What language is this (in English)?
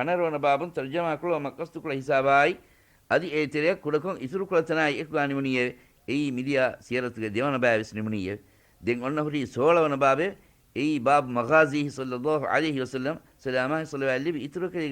Divehi